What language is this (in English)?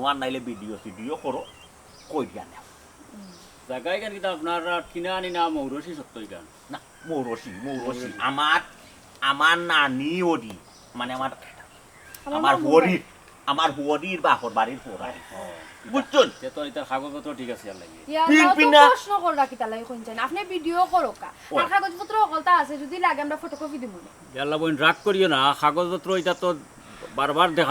Sylheti